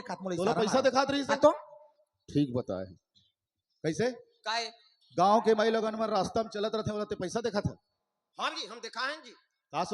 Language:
Chhattisgarhi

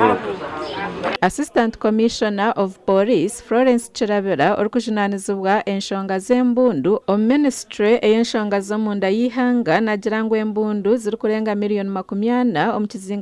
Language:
Nyankole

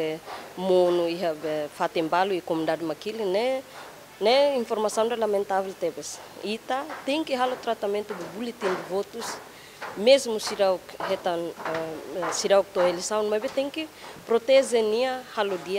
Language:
Tetum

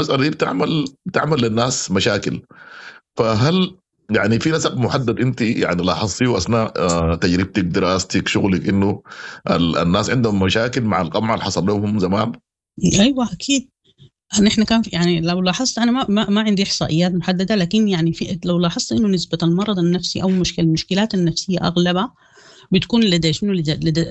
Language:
Sudanese Arabic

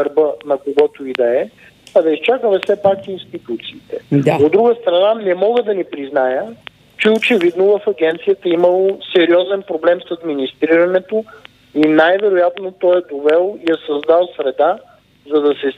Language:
Bulgarian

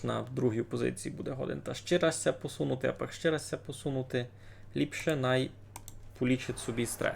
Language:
Rusyn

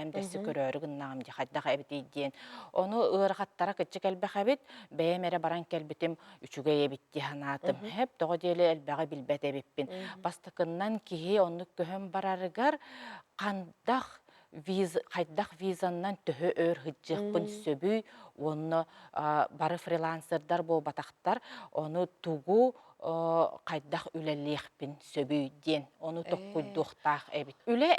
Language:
Yakut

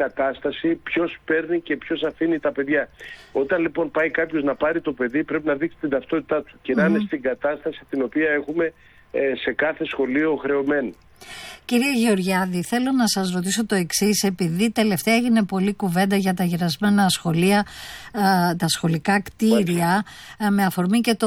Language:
Greek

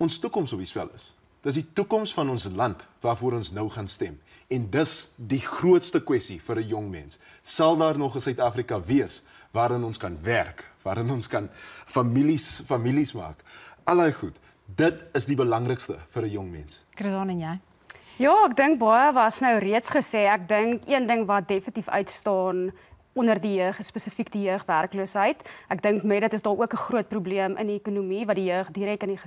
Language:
Afrikaans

